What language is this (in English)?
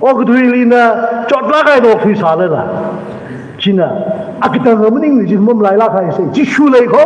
Tangkhul Naga (India)